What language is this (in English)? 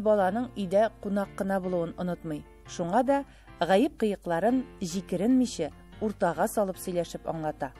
Tatar